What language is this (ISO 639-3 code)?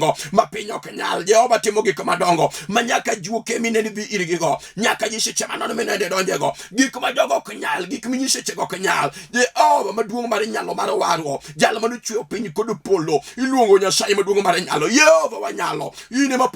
luo